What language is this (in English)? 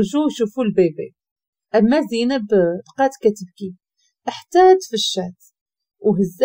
Moroccan Arabic